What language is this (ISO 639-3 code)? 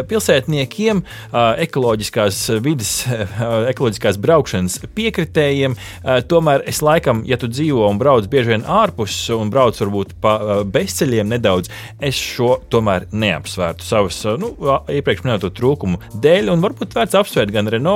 lav